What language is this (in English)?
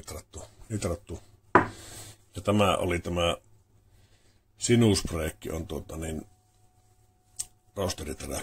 Finnish